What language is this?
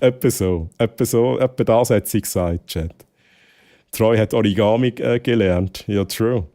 Swiss German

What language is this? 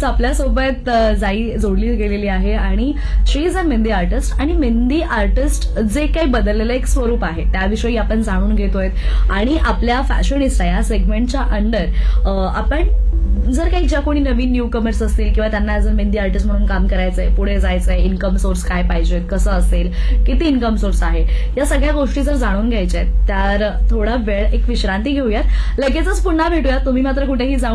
Marathi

